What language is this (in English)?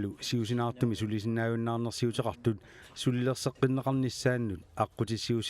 Kalaallisut